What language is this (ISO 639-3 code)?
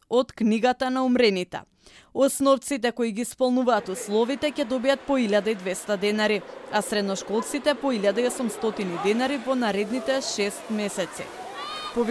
mkd